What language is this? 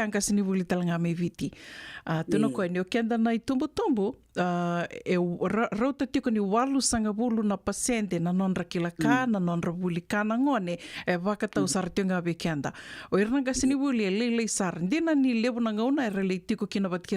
Fijian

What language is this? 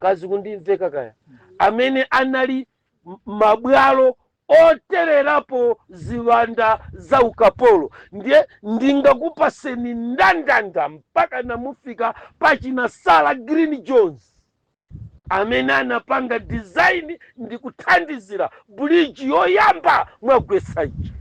Nyanja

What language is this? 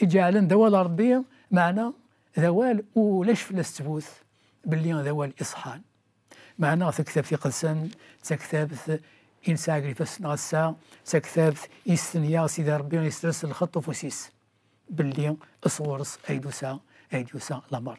Kabyle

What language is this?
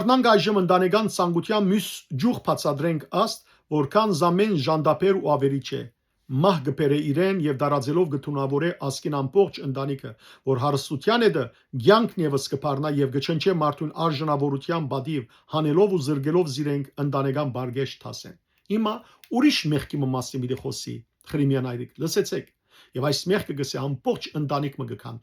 Western Armenian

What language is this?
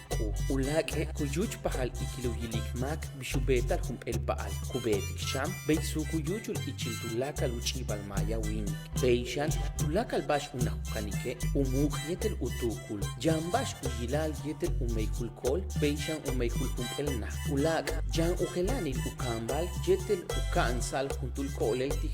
Yucateco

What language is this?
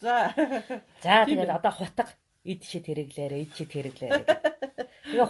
Mongolian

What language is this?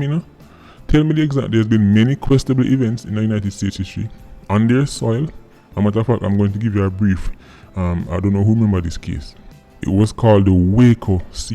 Jamaican Creole English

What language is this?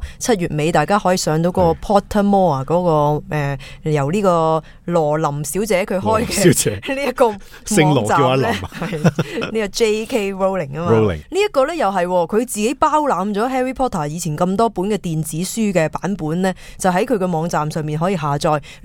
Cantonese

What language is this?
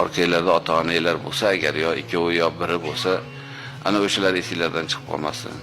Uzbek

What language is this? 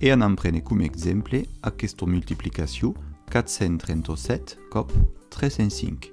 Occitan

